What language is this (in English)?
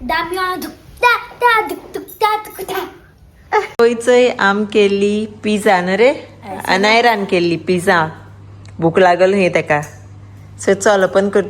Konkani